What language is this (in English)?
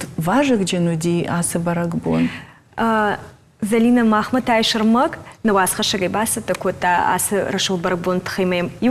Ossetic